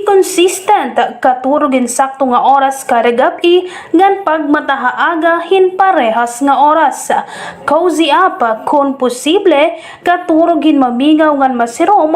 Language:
Waray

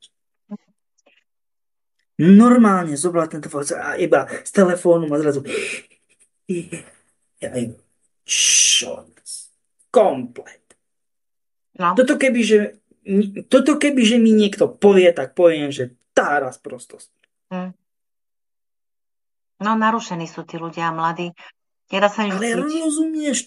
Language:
Slovak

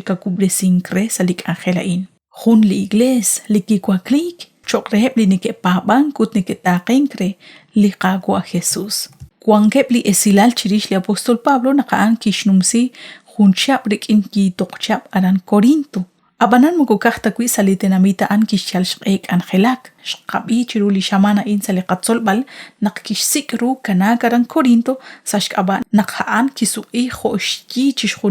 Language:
Kekchí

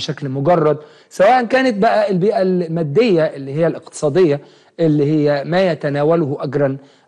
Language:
Egyptian Arabic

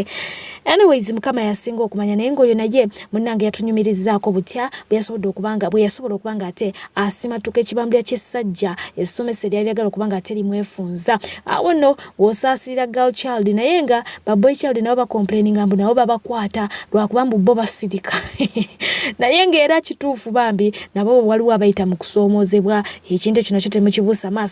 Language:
Ganda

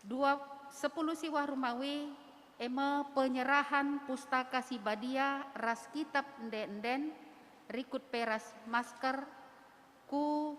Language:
Batak Karo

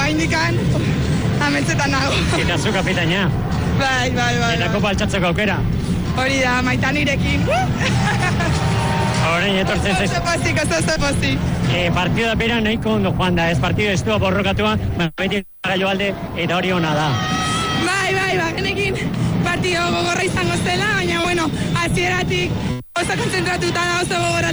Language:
Basque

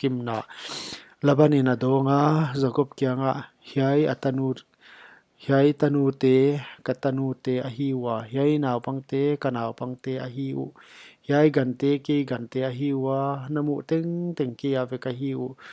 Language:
Paite Chin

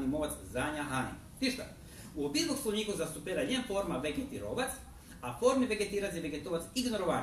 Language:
Rusyn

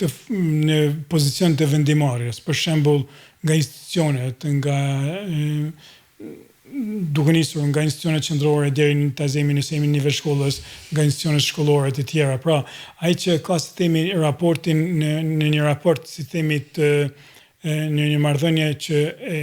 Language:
Albanian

